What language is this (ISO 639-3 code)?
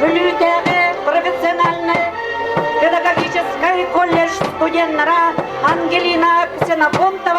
sah